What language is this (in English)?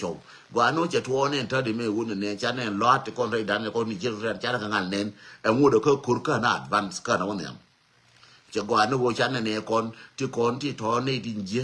Nuer